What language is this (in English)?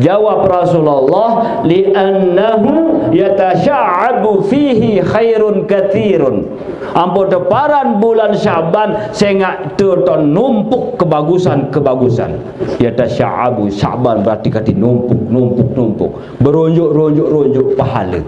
Sasak